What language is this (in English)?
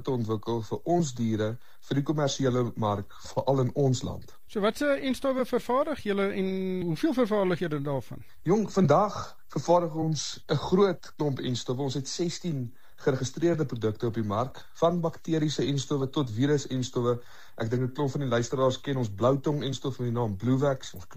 Afrikaans